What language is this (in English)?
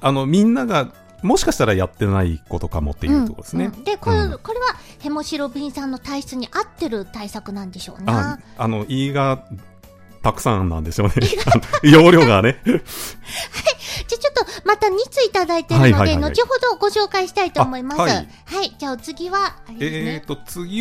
Japanese